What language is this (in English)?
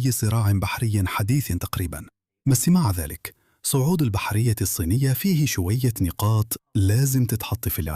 Egyptian Arabic